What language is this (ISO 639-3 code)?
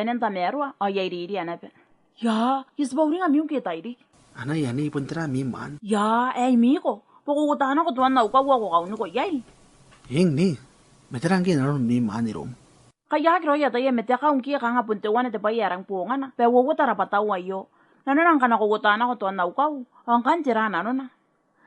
gil